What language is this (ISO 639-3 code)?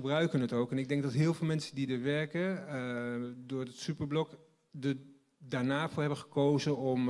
nld